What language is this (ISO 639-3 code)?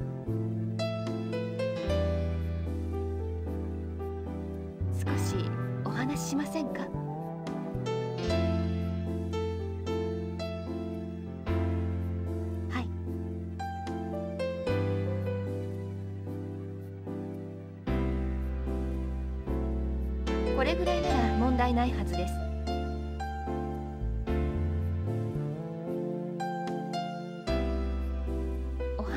jpn